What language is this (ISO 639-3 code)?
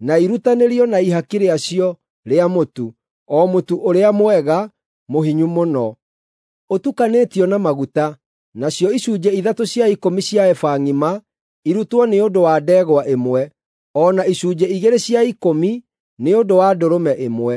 kik